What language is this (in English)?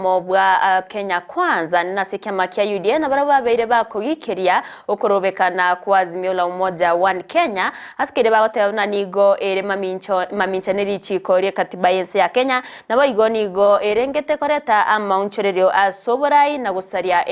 Gusii